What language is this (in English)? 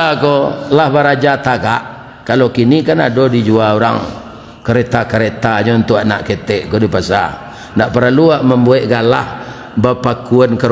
Minangkabau